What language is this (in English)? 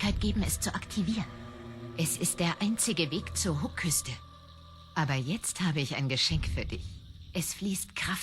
Swiss German